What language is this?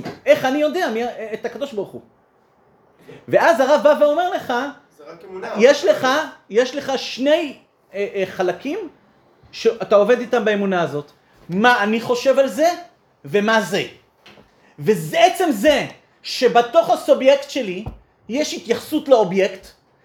Hebrew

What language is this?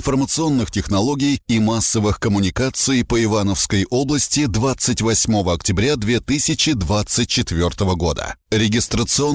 Russian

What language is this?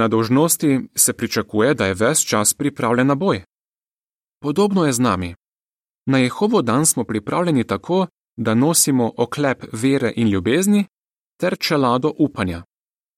Slovenian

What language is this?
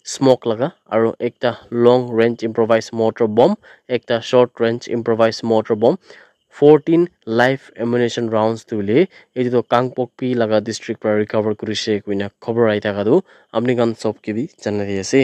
Naga Pidgin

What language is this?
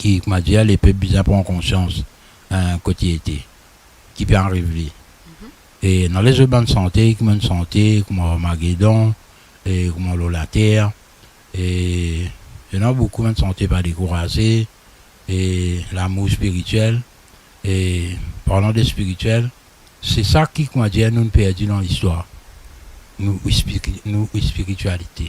Morisyen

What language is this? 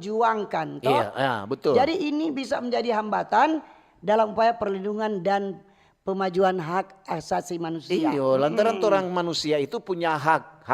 Manado Malay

